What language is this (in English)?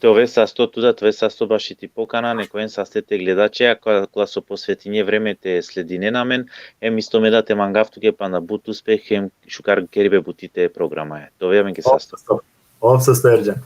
Balkan Romani